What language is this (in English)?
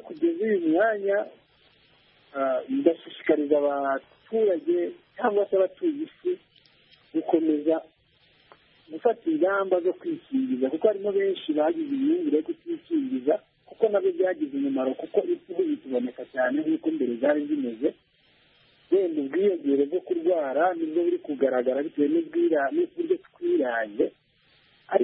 Kinyarwanda